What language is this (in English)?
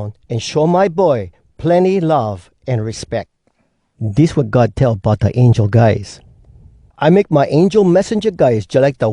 Hawai'i Creole English